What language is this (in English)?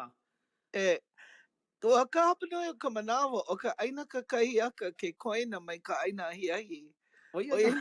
Hawaiian